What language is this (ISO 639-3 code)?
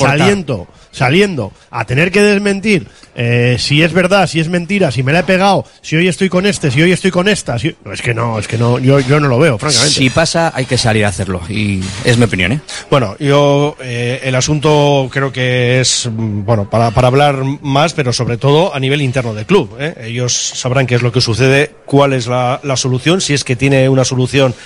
spa